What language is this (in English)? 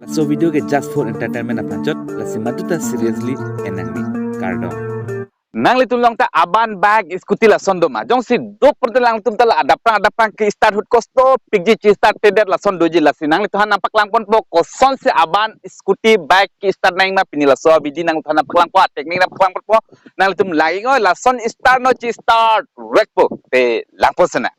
Karbi